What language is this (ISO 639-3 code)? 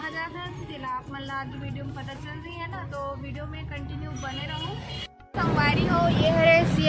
hne